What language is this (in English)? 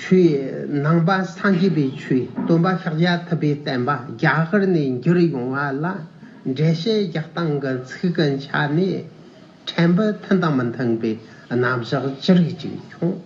Tibetan